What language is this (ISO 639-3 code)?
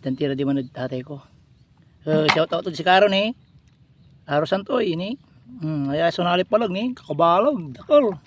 pag